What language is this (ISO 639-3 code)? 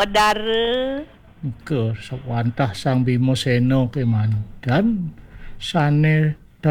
ban